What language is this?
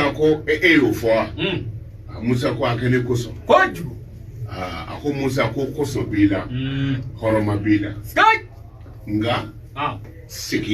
Bambara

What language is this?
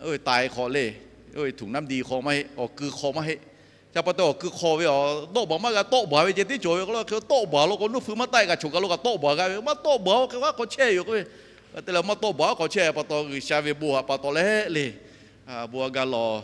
Lahu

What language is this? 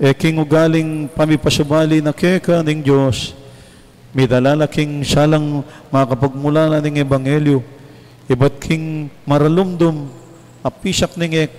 Pampanga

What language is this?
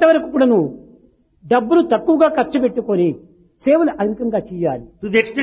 Telugu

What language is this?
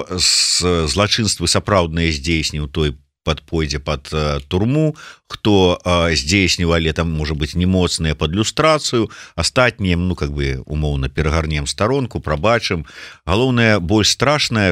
Belarusian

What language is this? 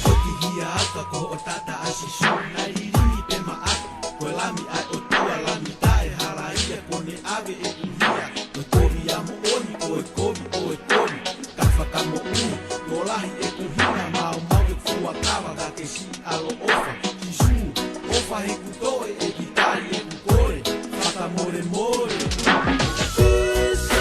Tongan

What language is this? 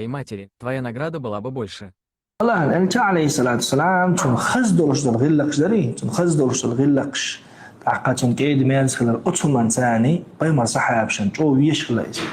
Chechen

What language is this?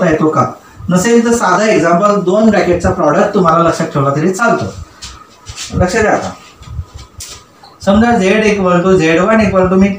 Marathi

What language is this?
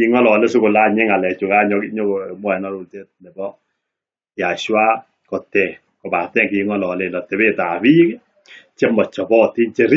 Kalenjin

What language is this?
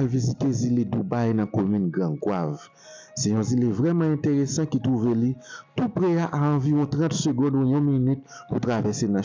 Haitian Creole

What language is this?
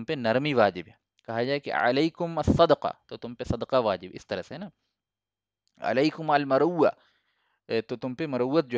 Urdu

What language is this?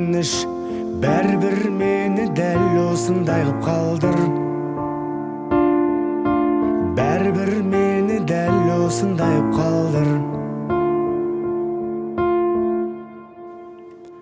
Kazakh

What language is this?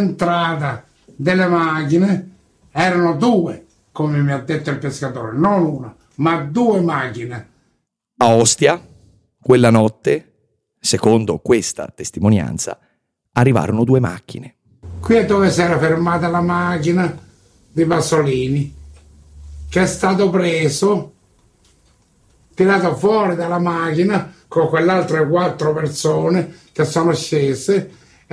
Italian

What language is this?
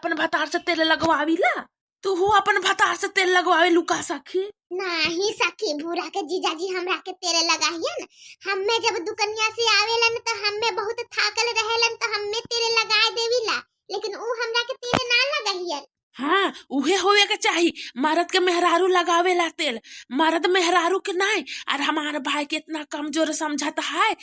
Bhojpuri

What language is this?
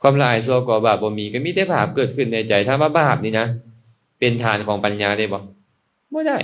Lao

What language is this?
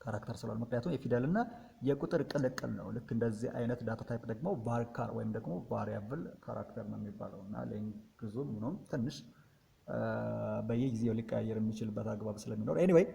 Amharic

